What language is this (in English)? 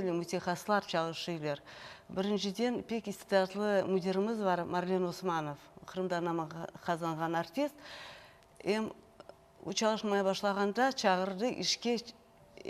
Crimean Tatar